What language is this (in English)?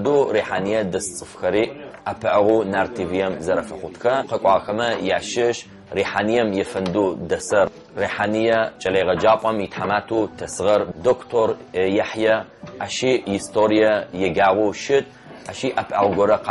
Adyghe